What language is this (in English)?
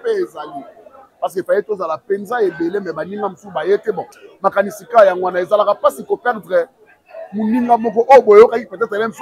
Lingala